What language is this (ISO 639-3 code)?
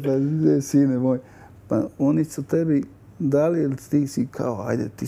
hrv